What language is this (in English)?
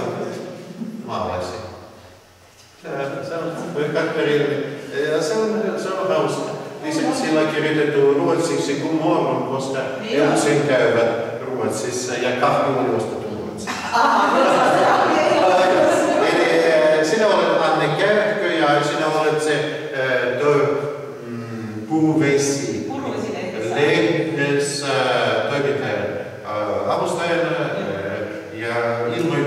Finnish